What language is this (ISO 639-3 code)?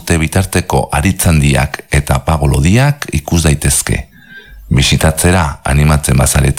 eus